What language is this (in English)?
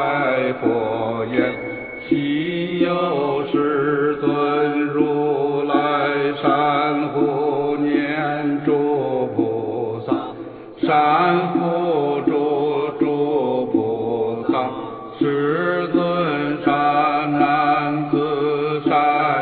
Chinese